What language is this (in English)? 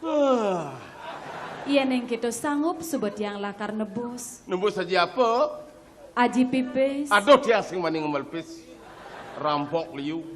Balinese